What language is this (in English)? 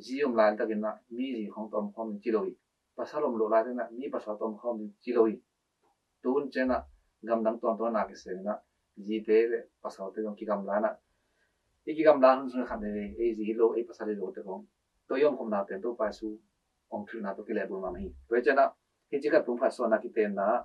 Tedim Chin